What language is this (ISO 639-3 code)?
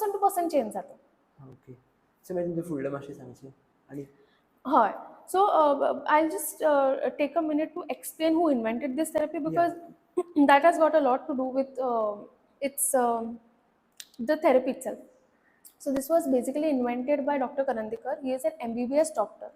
kok